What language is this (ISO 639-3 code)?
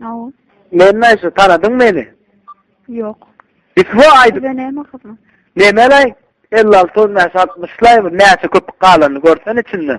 tuk